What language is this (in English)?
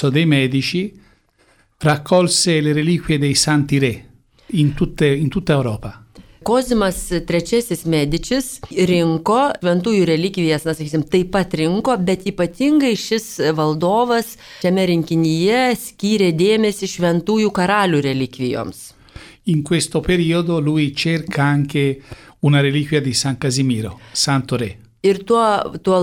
Lithuanian